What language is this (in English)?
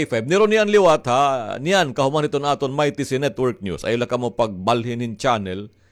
Waray